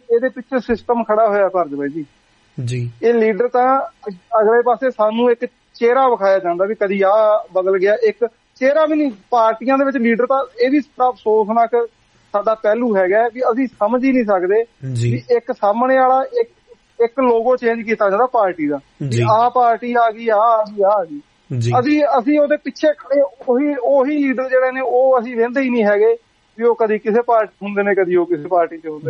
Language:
Punjabi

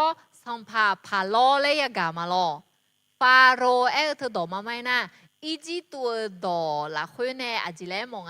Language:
Akha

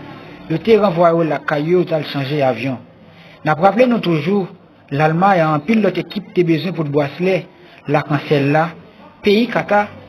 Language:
Haitian Creole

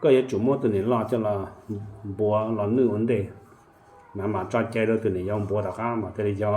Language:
Hmong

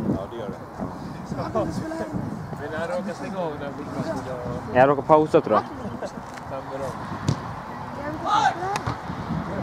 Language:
Swedish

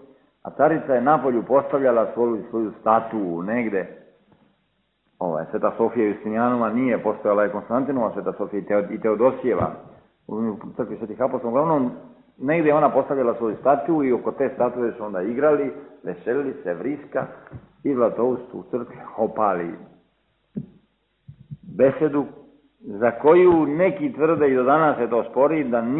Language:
Serbian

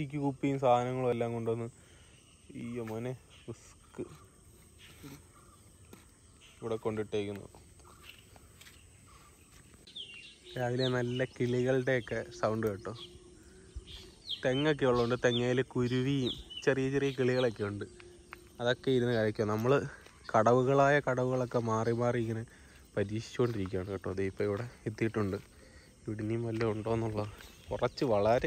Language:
Malayalam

